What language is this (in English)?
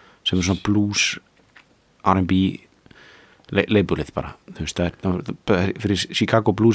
Icelandic